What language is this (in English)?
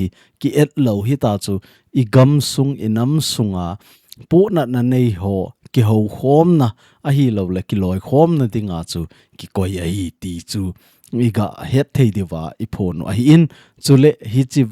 Thado Chin